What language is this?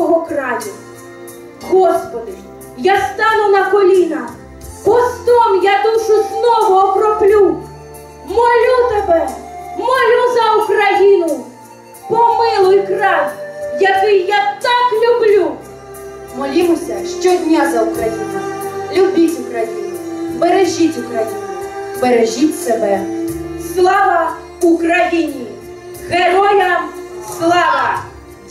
Ukrainian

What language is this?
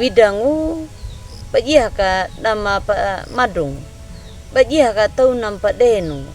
Anakalangu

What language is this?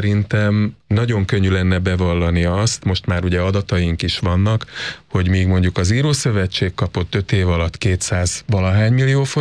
Hungarian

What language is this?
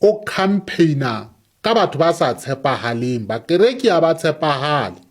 Southern Sotho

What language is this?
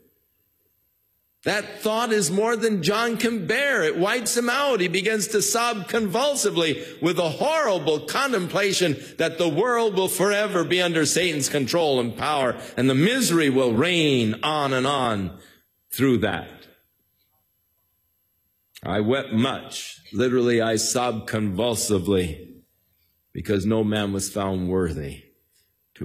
English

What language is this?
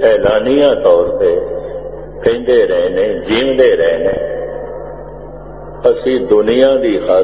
Punjabi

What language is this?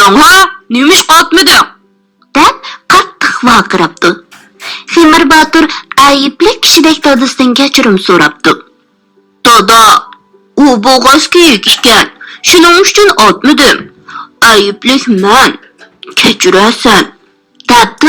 Uyghur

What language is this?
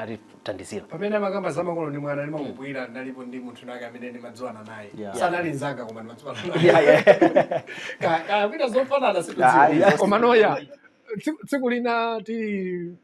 Nyanja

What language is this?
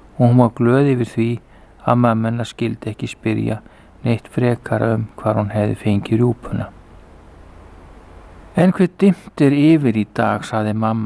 Icelandic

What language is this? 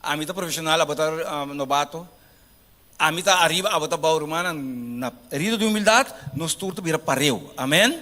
Papiamento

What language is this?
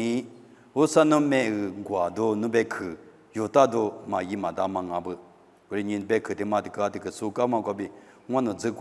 Lisu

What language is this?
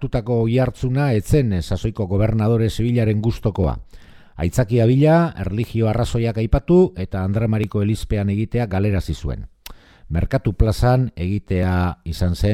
Basque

